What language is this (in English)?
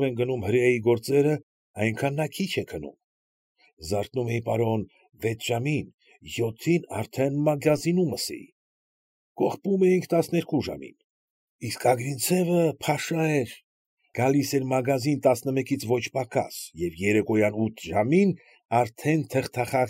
Armenian